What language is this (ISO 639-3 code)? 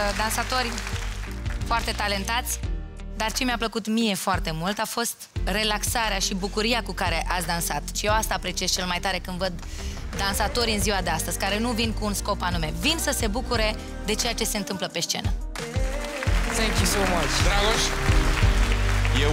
ron